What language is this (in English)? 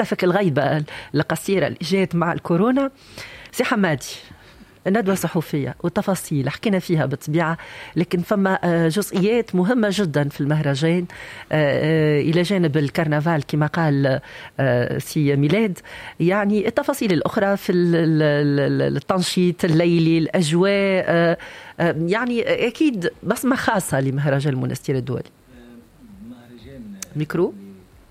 Tunisian Arabic